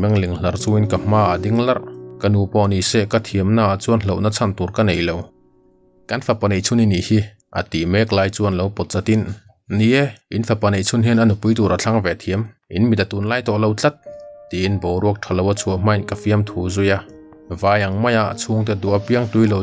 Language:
Mizo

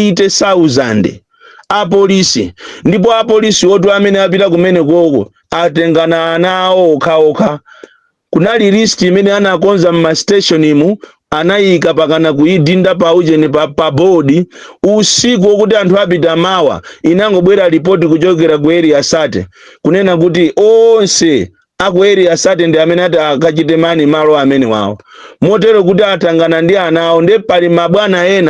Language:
Nyanja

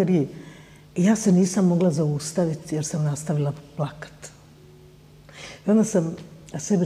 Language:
Bosnian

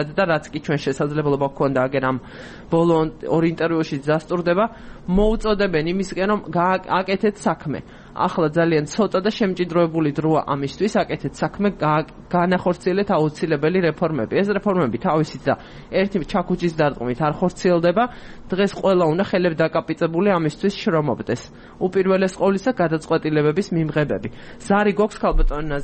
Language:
Georgian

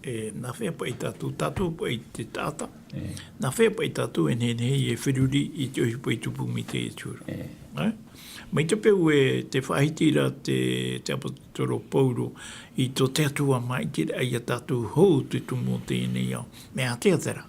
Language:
Tahitian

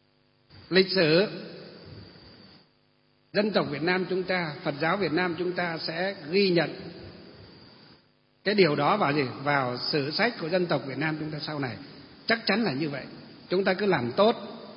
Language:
Vietnamese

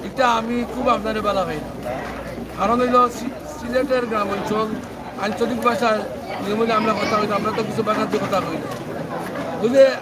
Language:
Sylheti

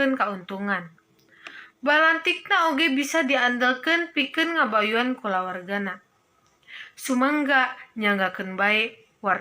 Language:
Sundanese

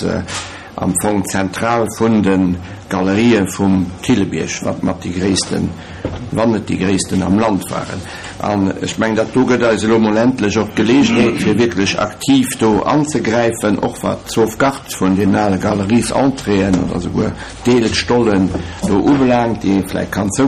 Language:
Luxembourgish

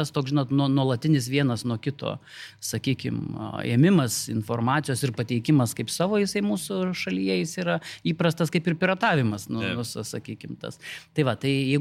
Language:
Lithuanian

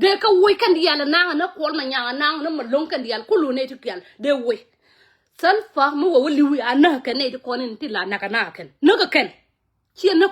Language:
Nuer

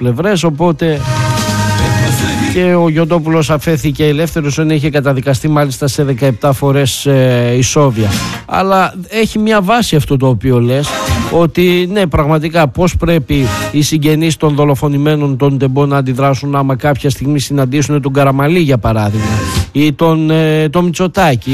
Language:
Greek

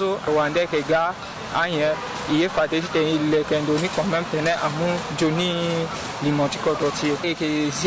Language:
Sango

